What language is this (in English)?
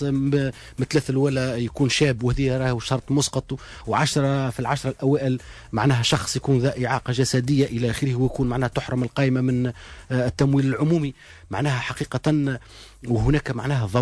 Tunisian Arabic